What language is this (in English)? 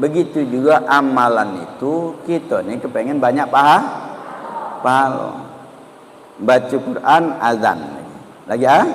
Musi